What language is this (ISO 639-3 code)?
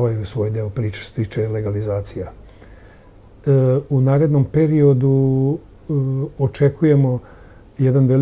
srp